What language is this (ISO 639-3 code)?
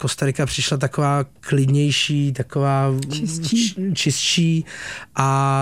ces